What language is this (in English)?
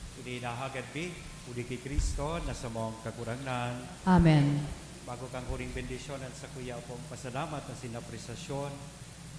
Bikol